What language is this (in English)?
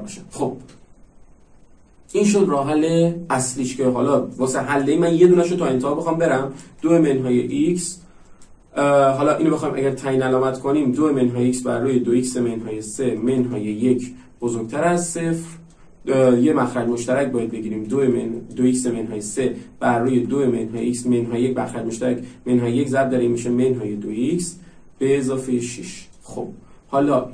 Persian